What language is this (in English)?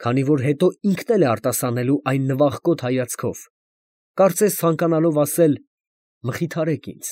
Armenian